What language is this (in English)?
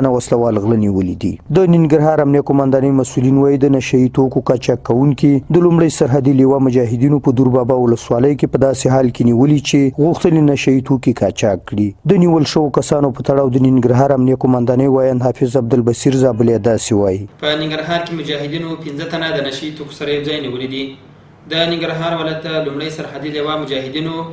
Pashto